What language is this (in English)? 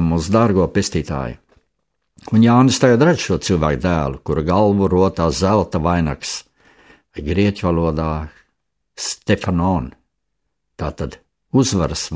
Latvian